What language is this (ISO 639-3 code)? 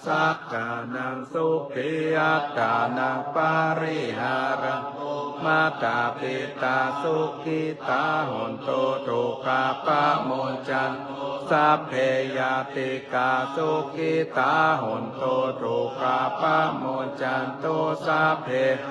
pli